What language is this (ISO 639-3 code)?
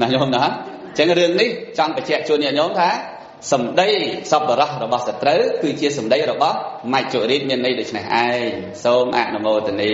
khm